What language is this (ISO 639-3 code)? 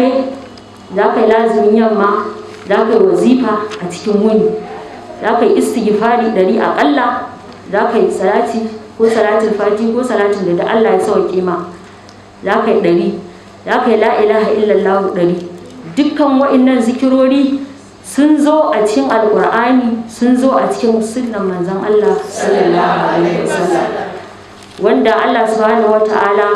hau